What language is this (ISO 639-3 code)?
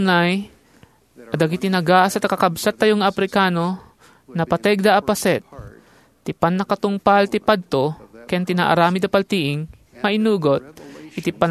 ilo